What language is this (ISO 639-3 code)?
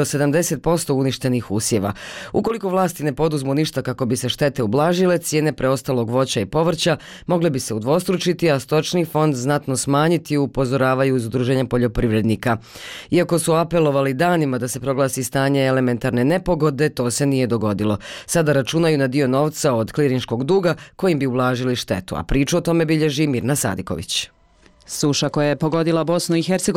bos